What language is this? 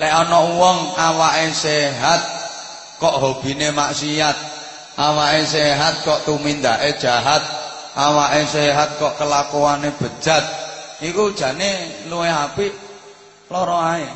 Javanese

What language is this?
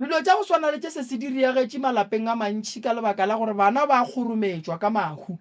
Northern Sotho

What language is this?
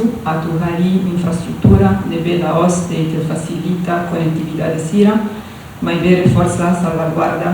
Tetum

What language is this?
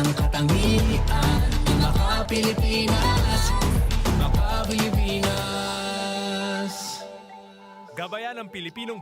Bikol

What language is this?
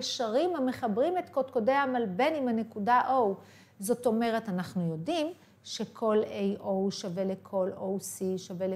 Hebrew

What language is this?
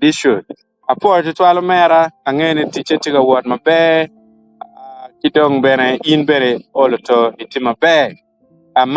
Acoli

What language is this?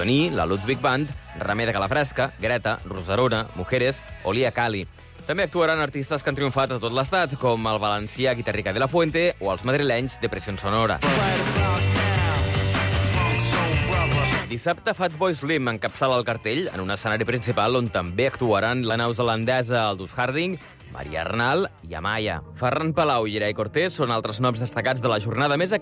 Catalan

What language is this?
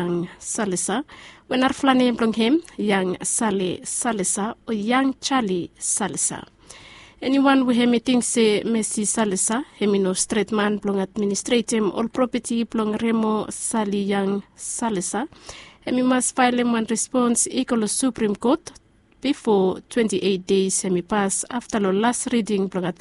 Bislama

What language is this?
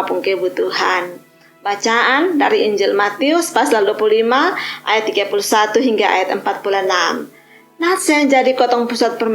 Kupang Malay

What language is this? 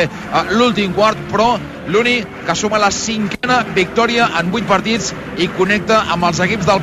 Catalan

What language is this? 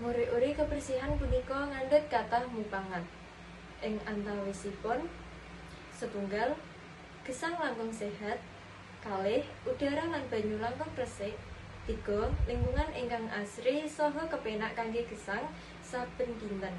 Javanese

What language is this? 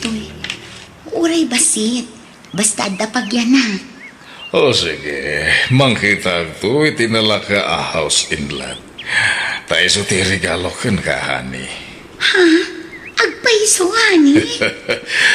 Iloko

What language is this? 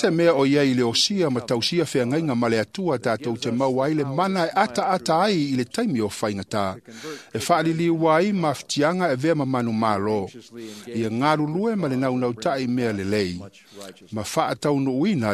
Samoan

